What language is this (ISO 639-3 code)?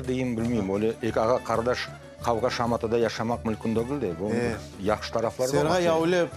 crh